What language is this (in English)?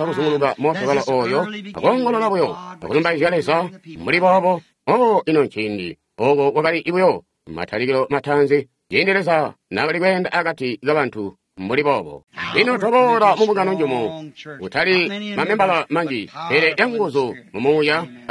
Tonga (Zambia)